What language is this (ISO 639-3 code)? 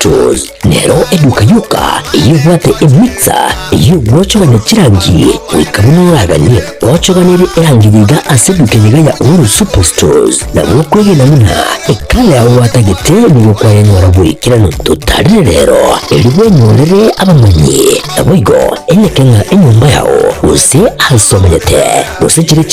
guz